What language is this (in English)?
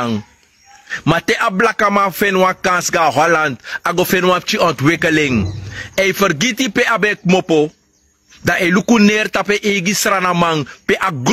Sranan Tongo